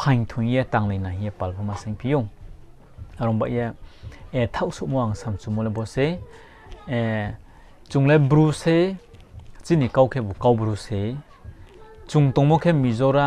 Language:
Riang (India)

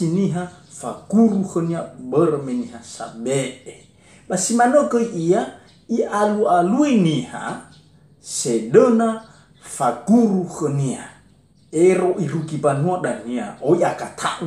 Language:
Nias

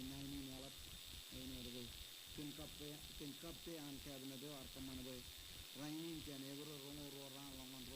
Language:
Marshallese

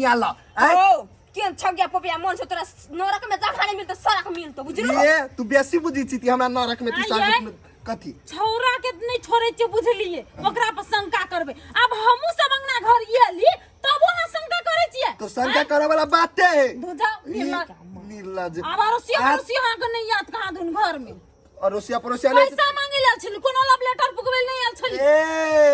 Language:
Maithili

